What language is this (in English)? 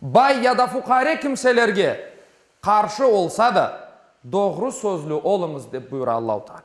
Crimean Tatar